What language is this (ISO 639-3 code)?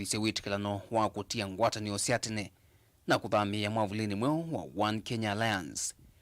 kam